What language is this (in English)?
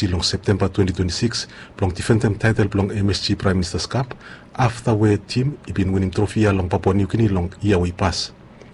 Bislama